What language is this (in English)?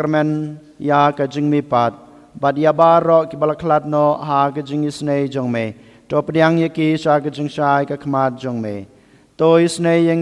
Khasi